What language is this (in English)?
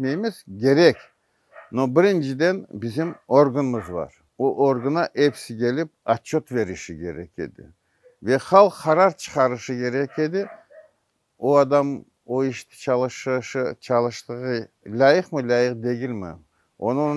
Crimean Tatar